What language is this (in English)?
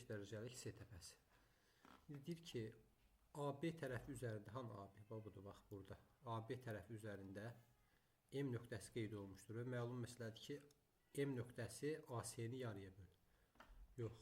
Azerbaijani